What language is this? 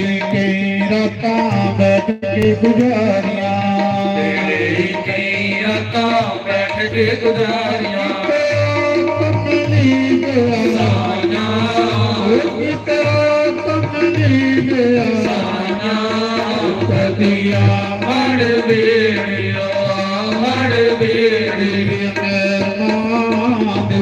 Dogri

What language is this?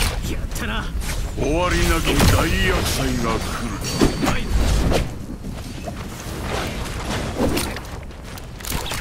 Japanese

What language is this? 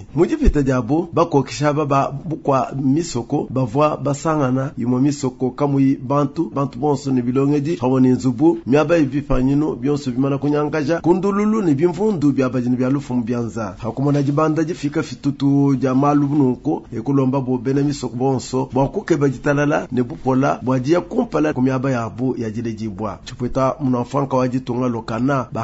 Luba-Lulua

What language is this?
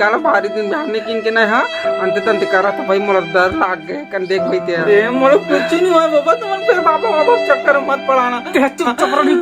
Chhattisgarhi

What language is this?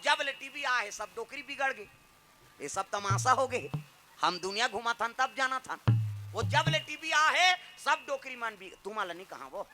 Chhattisgarhi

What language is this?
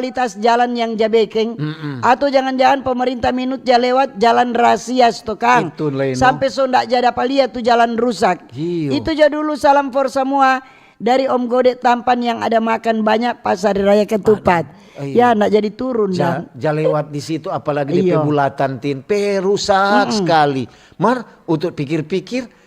Manado Malay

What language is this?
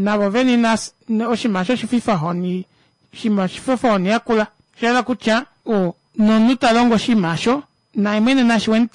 Kuanyama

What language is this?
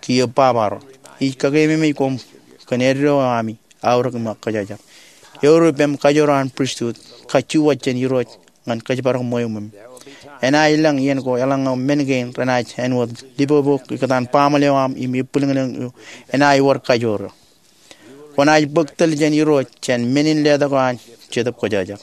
Marshallese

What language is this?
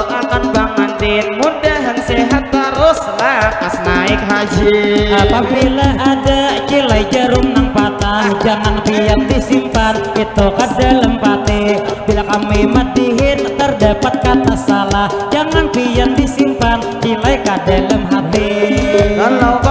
Banjar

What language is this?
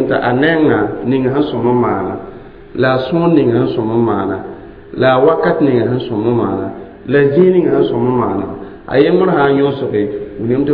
Mossi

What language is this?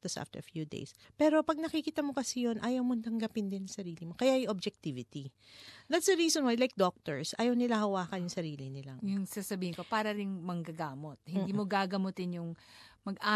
Filipino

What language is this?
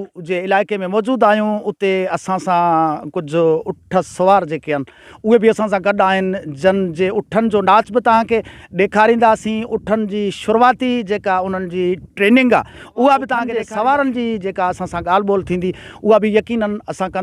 Sindhi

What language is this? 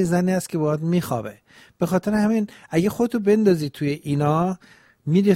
Persian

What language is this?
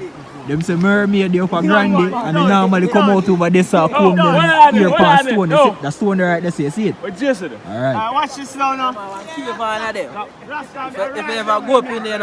Jamaican Creole English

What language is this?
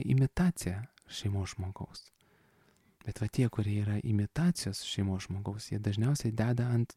Lithuanian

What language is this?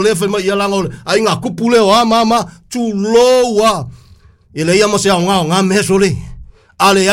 Samoan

